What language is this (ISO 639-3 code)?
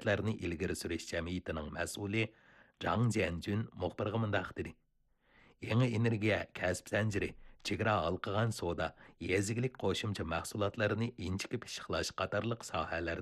uig